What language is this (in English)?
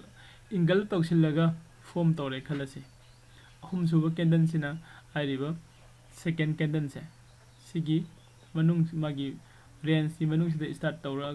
Manipuri